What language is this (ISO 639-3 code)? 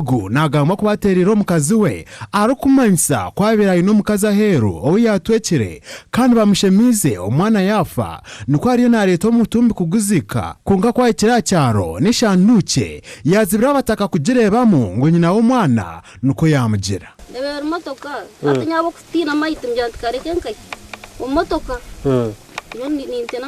nyn